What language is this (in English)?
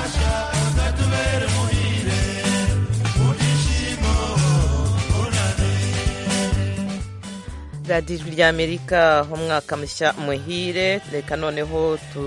Kinyarwanda